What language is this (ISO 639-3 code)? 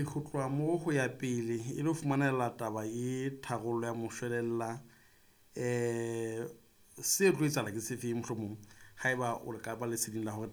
sot